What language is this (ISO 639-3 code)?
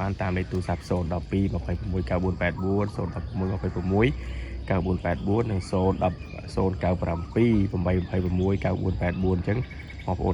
khm